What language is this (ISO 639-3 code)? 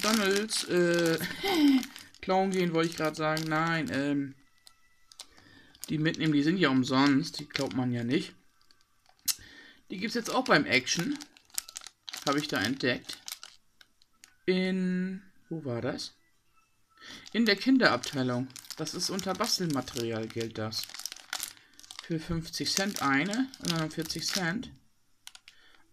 deu